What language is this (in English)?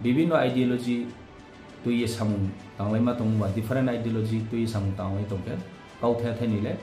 Riang (India)